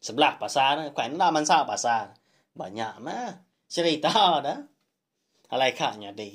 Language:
Iban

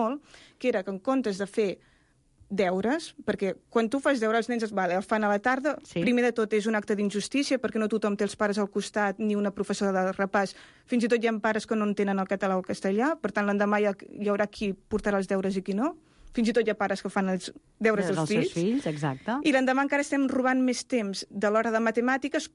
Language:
Catalan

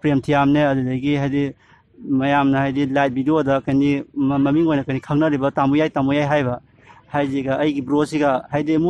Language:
Manipuri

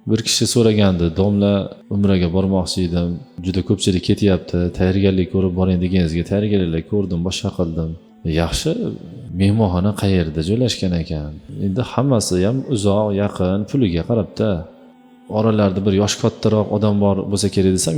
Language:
Uzbek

